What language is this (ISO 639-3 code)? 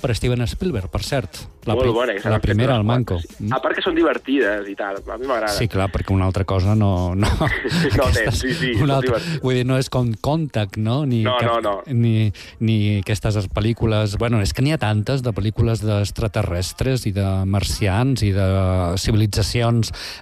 cat